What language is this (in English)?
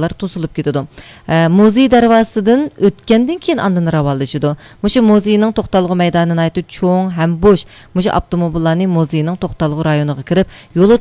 Uyghur